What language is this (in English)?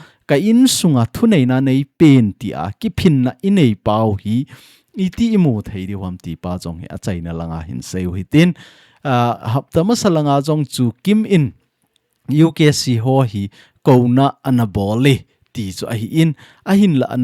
Thado Chin